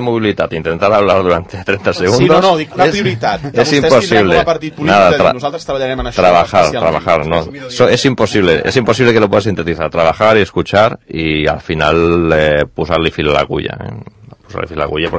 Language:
Catalan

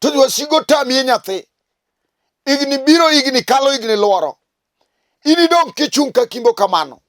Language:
Luo (Kenya and Tanzania)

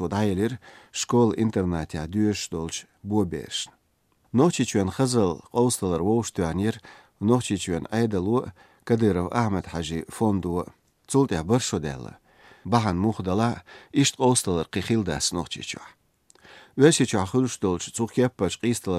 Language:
Chechen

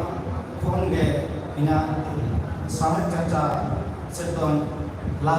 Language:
Santali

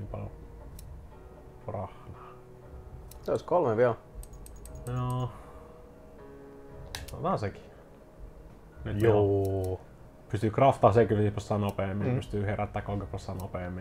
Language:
Finnish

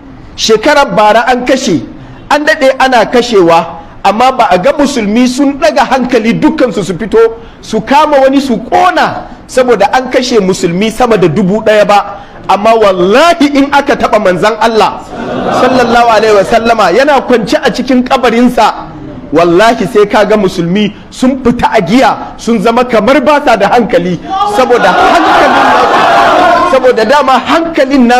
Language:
Hausa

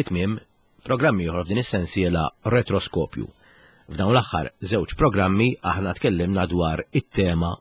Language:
Maltese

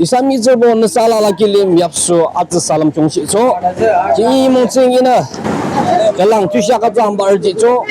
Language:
Yimchungru Naga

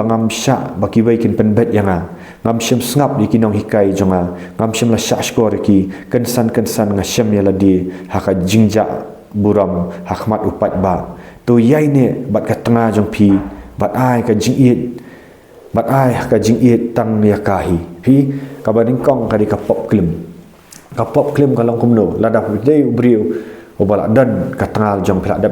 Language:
Khasi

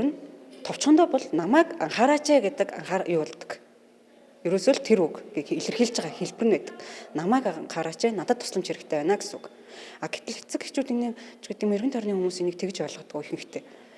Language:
Mongolian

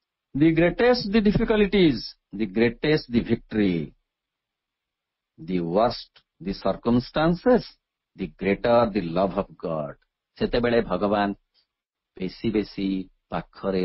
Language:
Odia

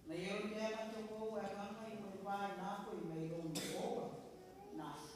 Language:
Gilbertese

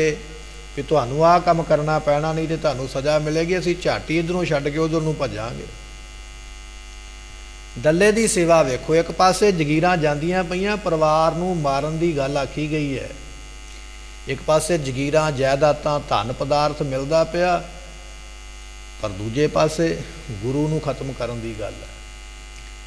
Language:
Punjabi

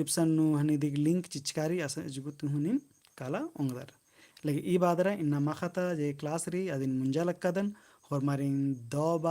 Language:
Kurukh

